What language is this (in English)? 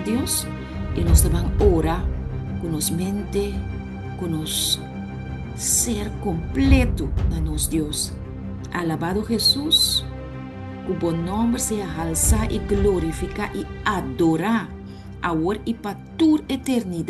Papiamento